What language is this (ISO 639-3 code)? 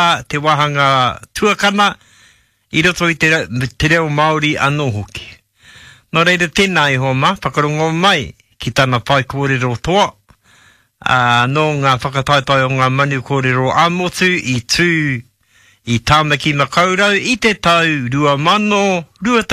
mri